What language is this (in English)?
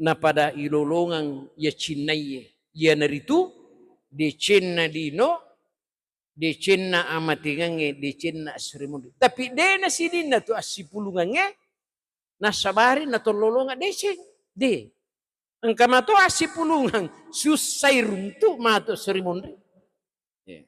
Buginese